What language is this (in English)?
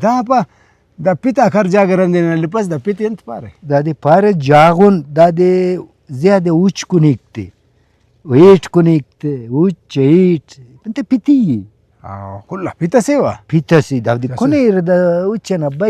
Brahui